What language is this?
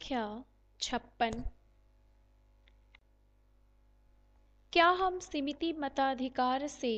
Hindi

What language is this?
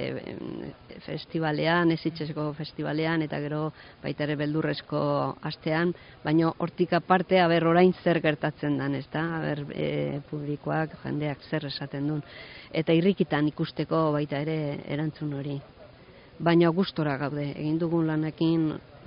Basque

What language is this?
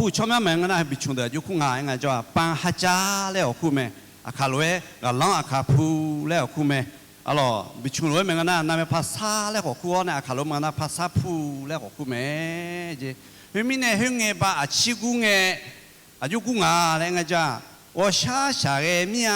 Akha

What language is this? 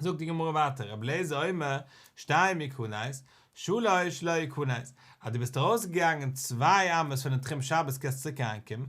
Yiddish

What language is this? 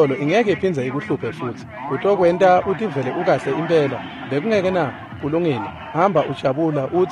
Swati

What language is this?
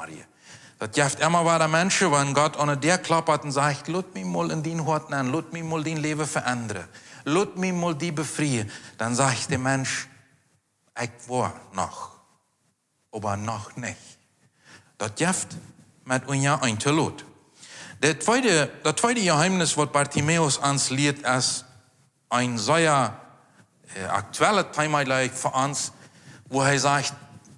Plautdietsch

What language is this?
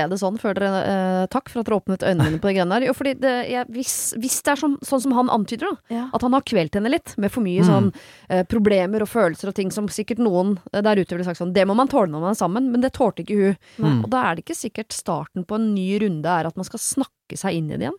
Norwegian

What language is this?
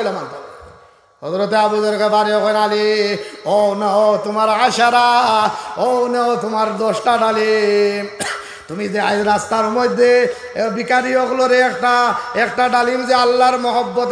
Sylheti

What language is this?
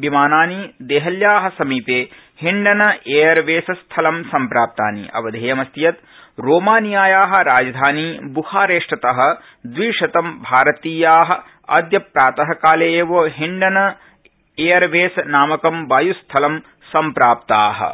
Sanskrit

